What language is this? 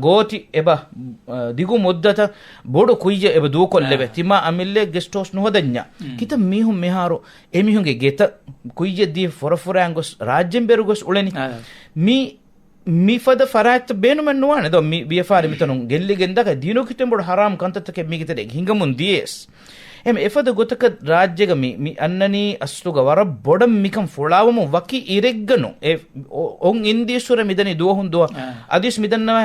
Divehi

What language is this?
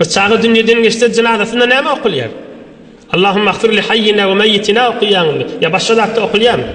Turkmen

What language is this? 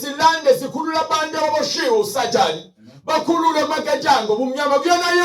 Zulu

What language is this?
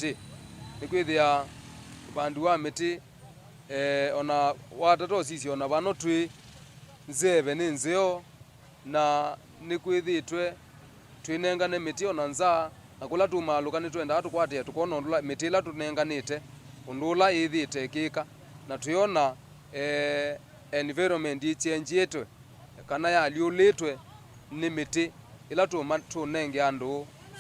Kamba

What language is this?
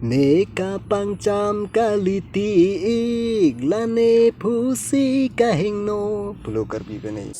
Karbi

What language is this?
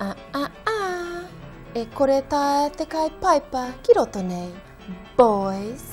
Māori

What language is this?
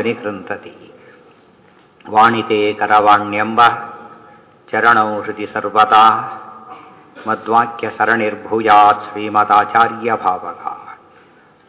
Kannada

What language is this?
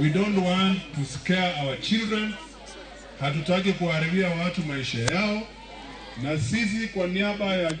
Luo (Kenya and Tanzania)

